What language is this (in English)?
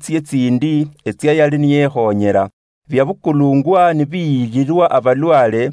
Luyia